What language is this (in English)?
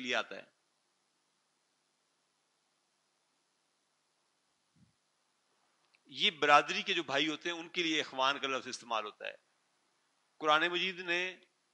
Urdu